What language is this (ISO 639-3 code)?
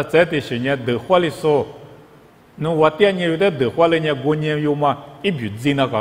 lis